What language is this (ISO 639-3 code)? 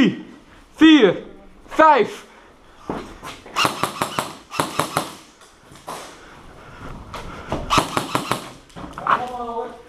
nld